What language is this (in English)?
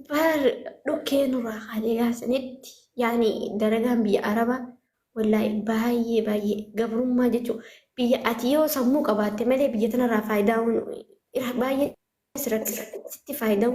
Oromo